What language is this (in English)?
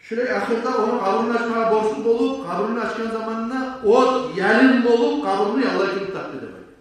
Kumyk